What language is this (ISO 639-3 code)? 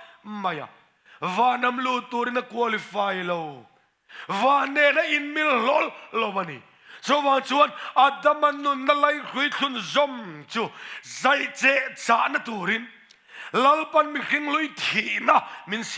lus